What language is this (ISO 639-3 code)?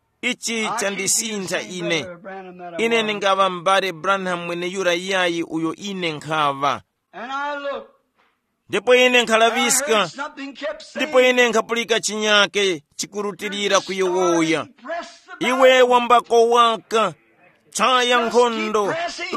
tum